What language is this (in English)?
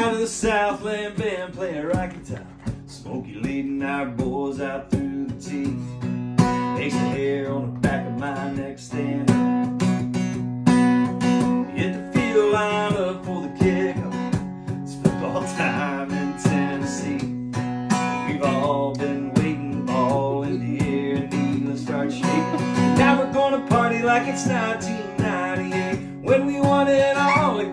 English